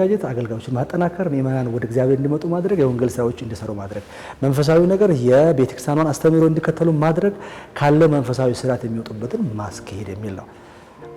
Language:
Amharic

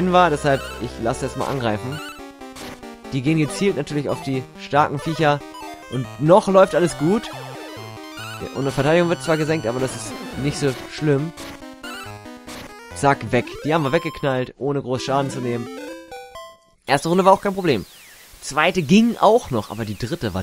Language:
German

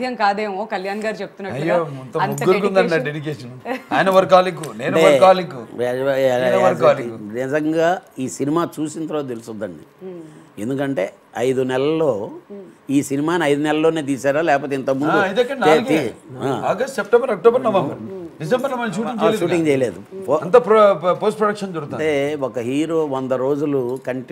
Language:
Telugu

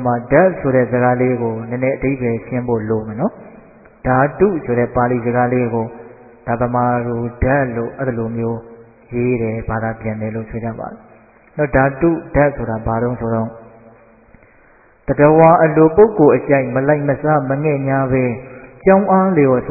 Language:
Burmese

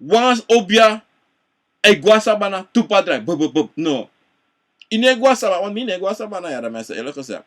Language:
Sranan Tongo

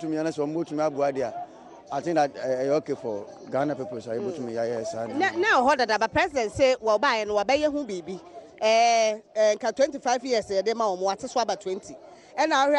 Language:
Akan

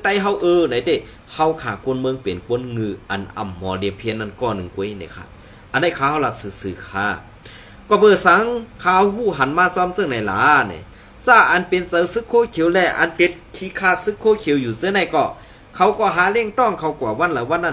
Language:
Shan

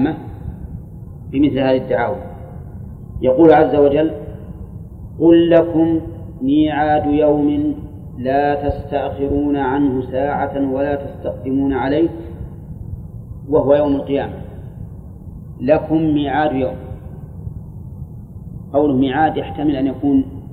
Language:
Arabic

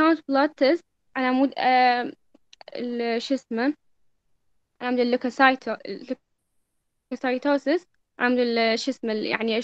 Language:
Mesopotamian Arabic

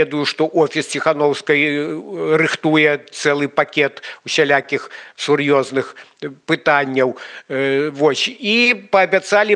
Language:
Belarusian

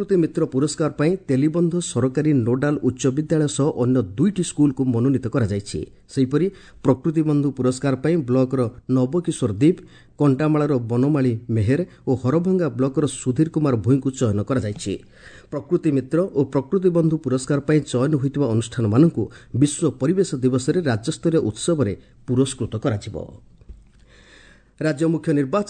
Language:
Odia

